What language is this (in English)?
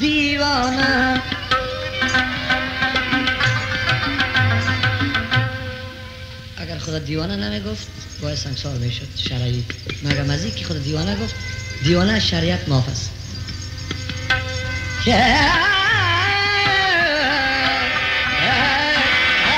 Persian